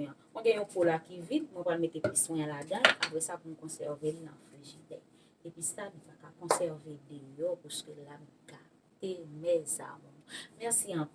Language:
Haitian Creole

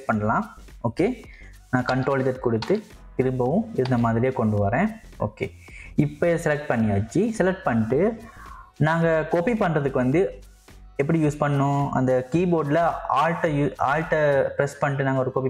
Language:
Tamil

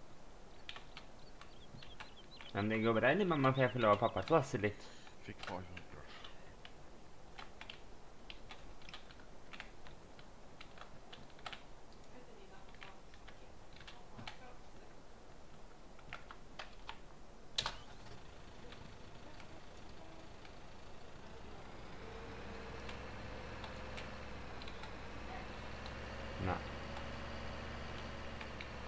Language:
Norwegian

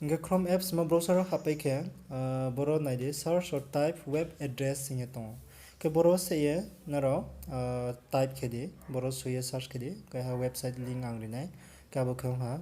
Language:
Riang (India)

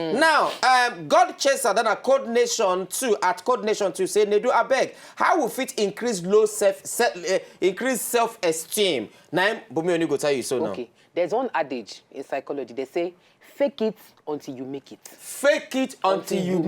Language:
Nigerian Pidgin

